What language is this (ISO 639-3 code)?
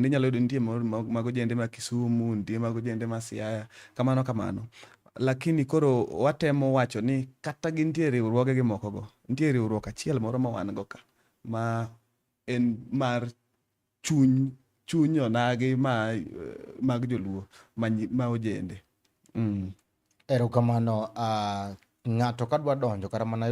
luo